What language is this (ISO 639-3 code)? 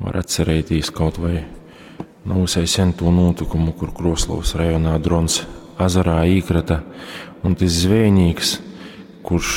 ltg